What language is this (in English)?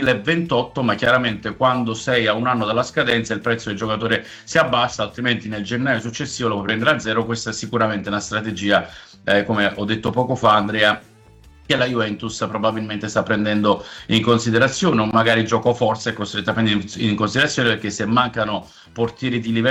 Italian